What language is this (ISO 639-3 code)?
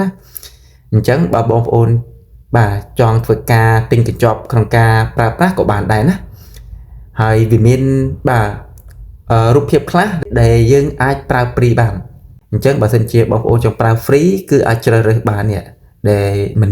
khm